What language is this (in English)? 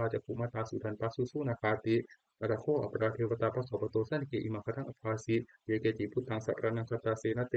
Pali